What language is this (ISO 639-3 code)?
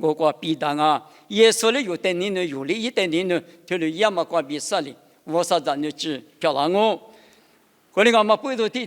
lis